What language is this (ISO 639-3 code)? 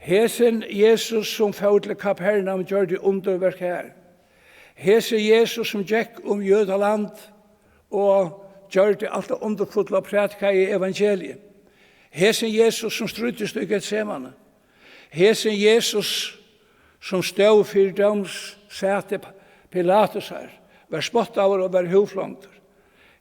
fao